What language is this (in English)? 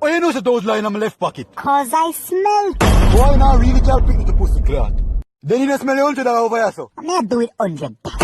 Jamaican Creole English